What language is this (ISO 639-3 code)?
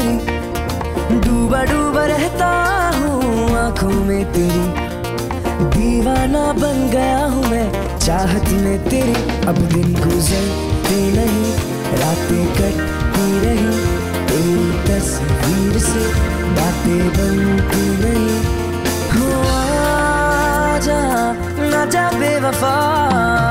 hin